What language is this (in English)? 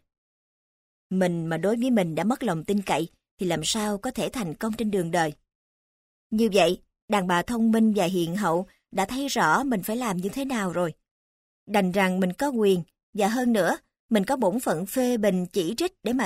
Vietnamese